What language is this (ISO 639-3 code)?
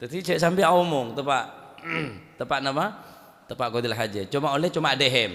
mad